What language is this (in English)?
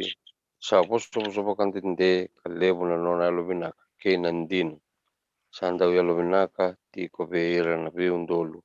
Fijian